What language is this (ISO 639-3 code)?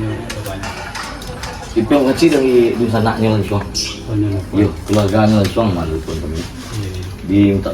min